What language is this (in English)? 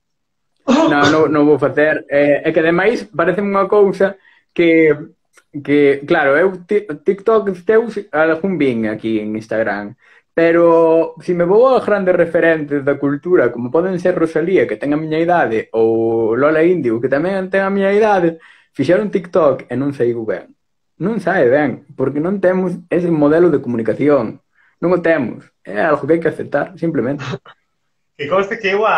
Galician